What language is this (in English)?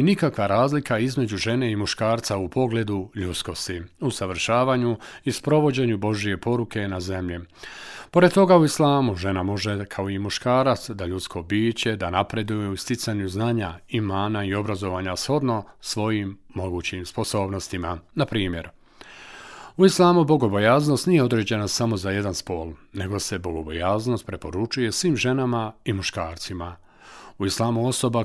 Bosnian